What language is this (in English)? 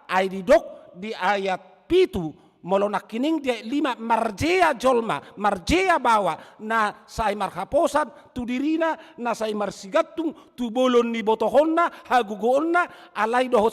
Batak Toba